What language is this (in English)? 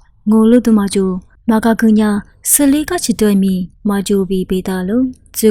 Lisu